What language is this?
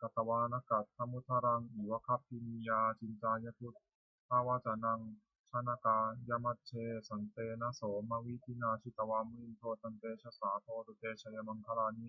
Pali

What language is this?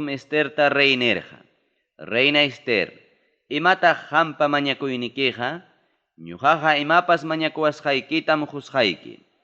Ayacucho Quechua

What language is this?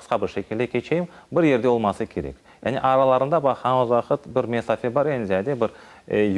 Crimean Tatar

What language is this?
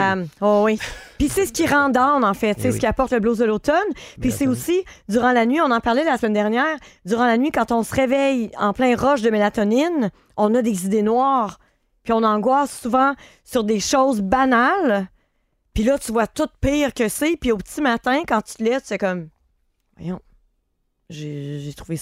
French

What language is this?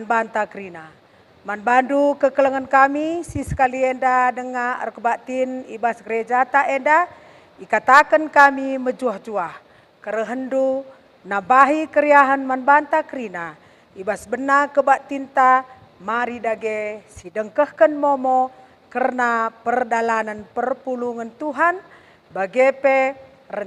Batak Karo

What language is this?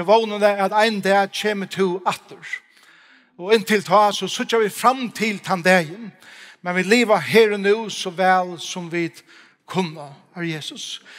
Faroese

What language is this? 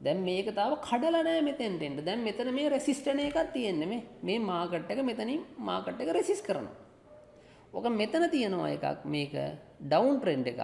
Sinhala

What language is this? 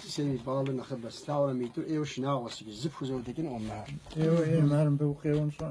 Kabardian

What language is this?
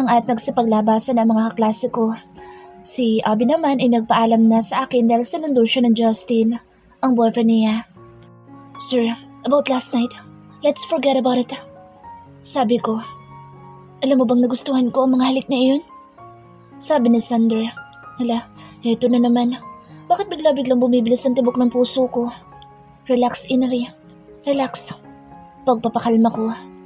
Filipino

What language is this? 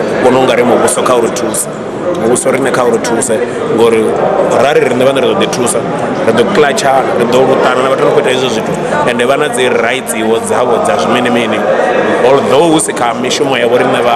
Venda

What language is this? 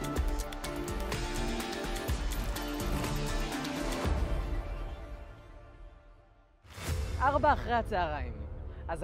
Hebrew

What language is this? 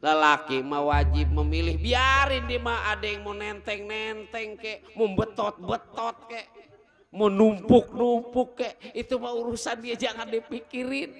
Betawi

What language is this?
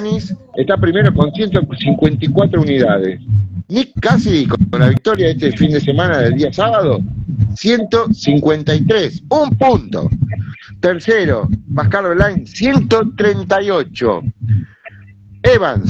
Spanish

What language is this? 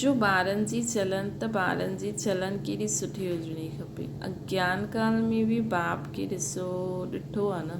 Sindhi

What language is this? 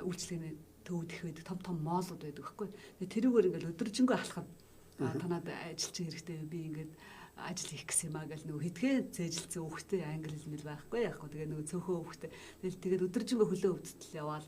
Mongolian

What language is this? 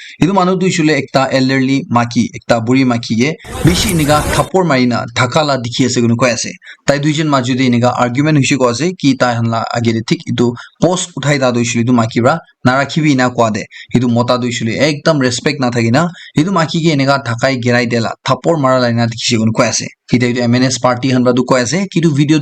Naga Pidgin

